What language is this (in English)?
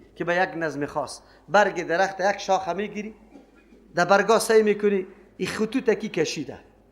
Persian